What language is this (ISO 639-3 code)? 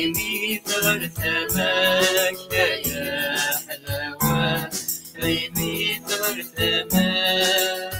kab